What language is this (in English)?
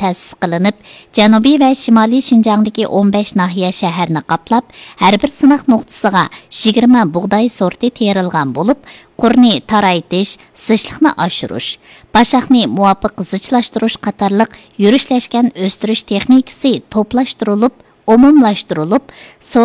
Uyghur